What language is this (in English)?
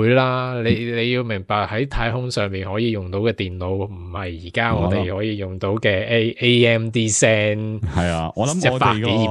Cantonese